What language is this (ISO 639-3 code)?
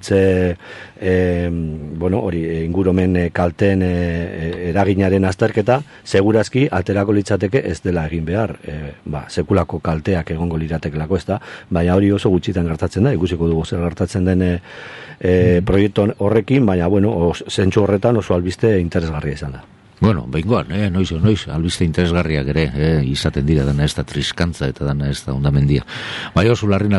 eus